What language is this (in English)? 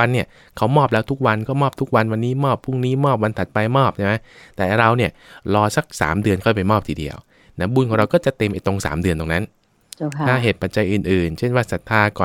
Thai